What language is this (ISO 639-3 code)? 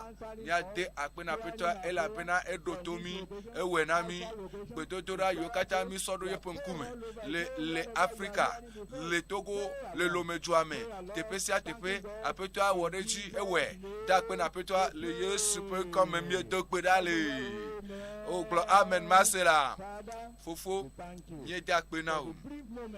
ewe